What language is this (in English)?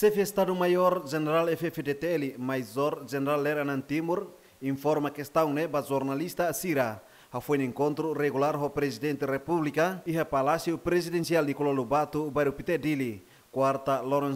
Tetum